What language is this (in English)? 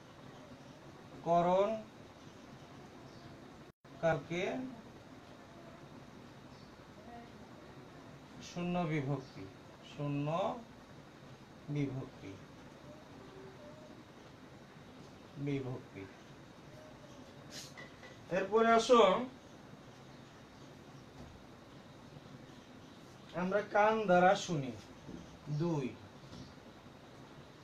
Bangla